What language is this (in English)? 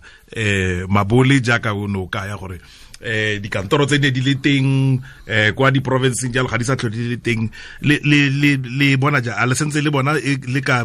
Tswana